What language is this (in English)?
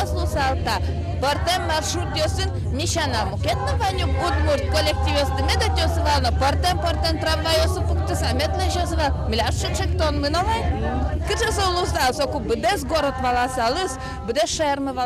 Udmurt